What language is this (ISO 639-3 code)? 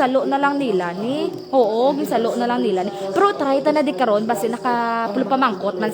hil